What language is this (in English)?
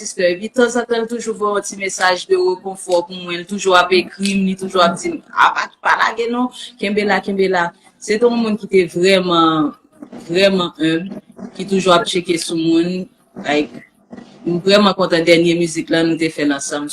Haitian Creole